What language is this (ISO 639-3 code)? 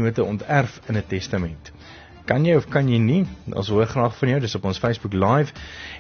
afr